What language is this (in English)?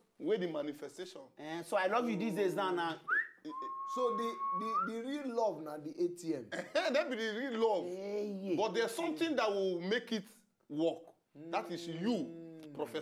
Nigerian Pidgin